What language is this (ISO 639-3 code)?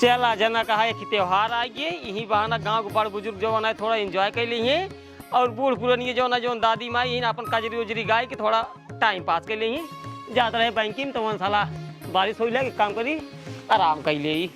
awa